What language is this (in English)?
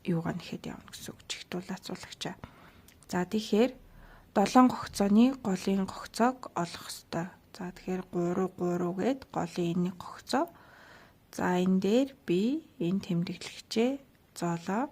Mongolian